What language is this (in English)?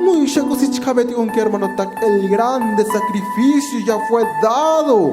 Tzotzil